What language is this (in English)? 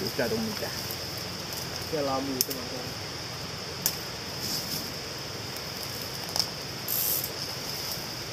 Finnish